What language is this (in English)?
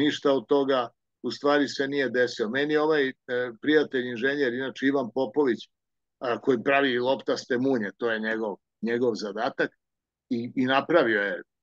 Serbian